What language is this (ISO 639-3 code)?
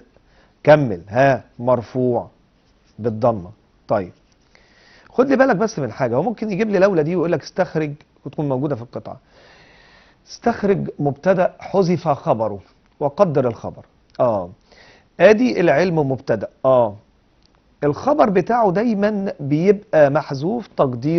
arz